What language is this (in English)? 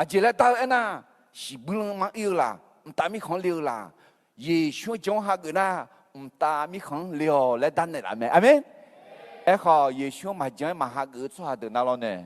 Akha